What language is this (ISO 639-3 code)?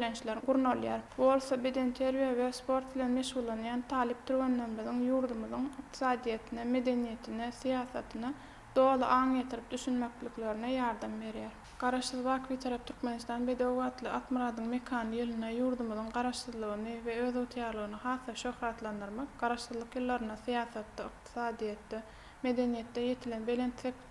tuk